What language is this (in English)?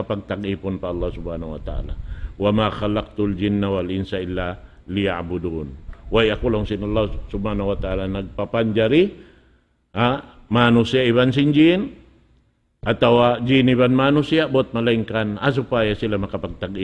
Tausug